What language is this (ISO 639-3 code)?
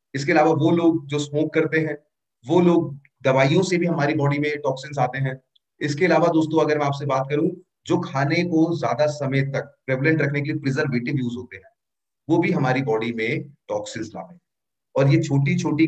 hin